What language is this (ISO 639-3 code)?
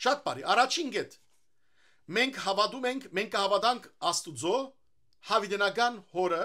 hyw